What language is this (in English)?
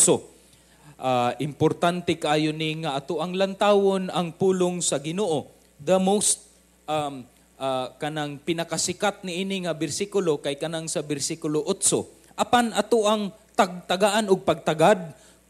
Cebuano